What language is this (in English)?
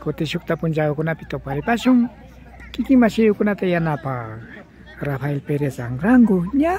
Imbabura Highland Quichua